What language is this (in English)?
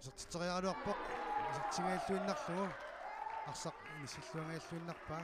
Kalaallisut